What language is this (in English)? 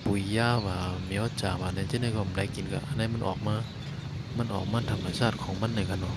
Shan